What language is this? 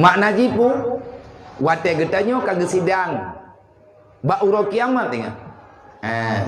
Achinese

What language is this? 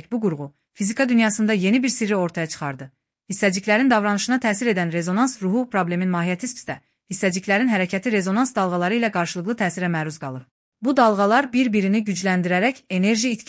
Azerbaijani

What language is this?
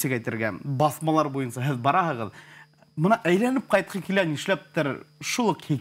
Bashkir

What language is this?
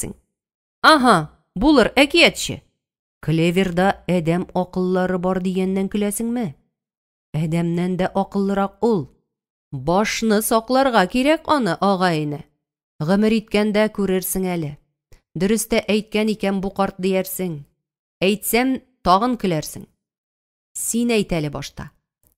Tatar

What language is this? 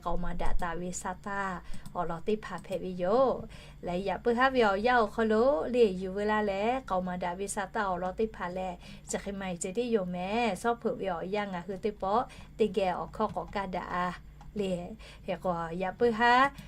Lahu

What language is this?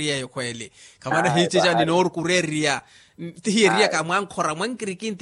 Makhuwa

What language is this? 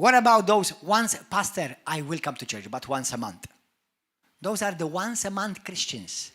English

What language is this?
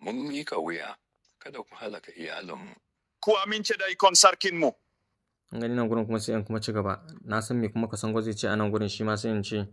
Hausa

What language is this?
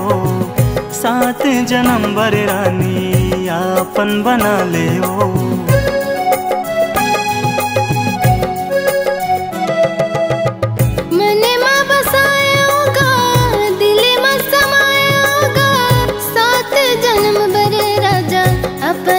Chhattisgarhi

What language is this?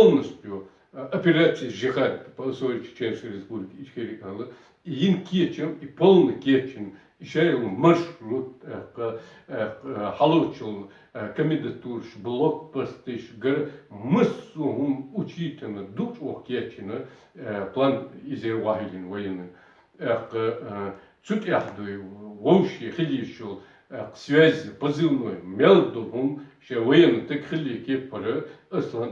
Chechen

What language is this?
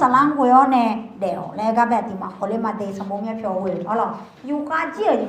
Akha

